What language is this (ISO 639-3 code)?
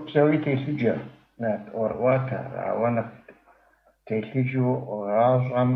kbd